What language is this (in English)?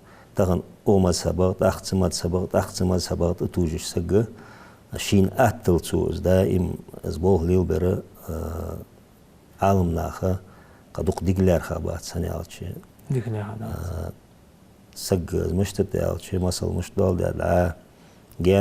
Ingush